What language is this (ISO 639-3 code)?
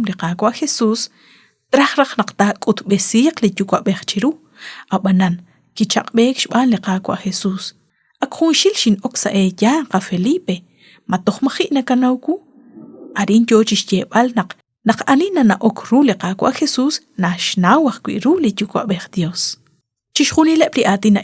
kek